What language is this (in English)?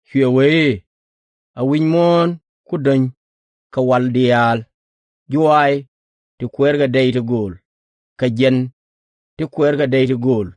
Nuer